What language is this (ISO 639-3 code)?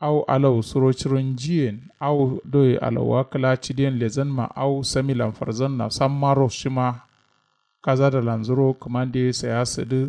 kau